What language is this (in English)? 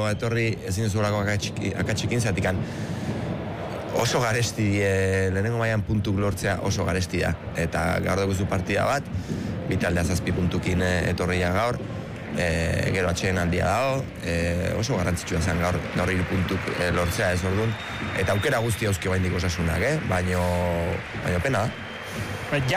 Basque